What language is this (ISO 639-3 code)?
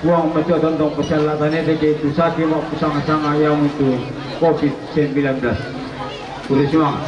sda